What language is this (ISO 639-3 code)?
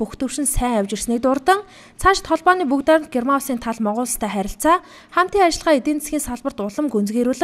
mon